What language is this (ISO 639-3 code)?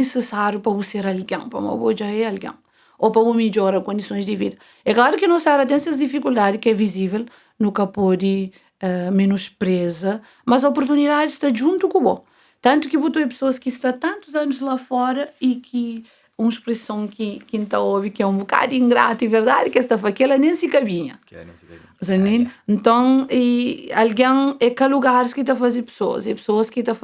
kea